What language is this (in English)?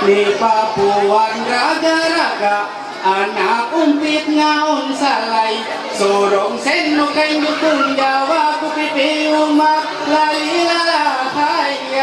Ma'anyan